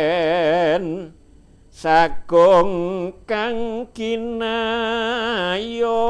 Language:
Javanese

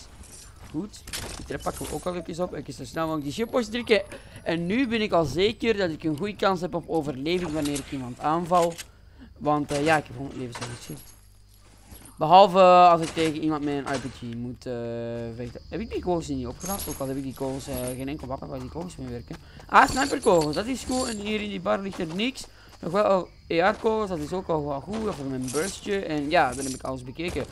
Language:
Dutch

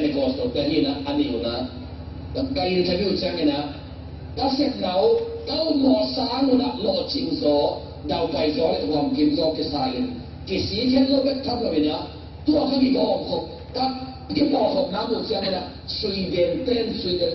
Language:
Tedim Chin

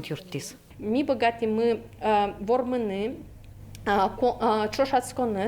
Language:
Udmurt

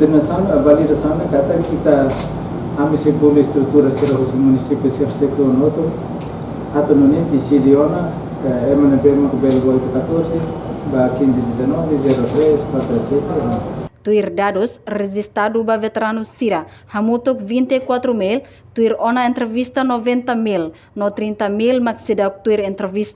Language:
Tetum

